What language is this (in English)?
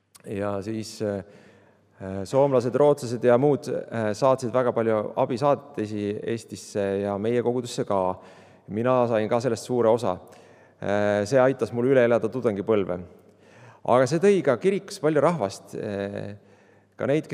Estonian